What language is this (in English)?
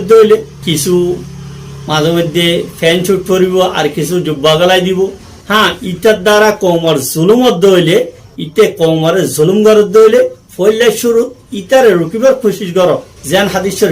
Rohingya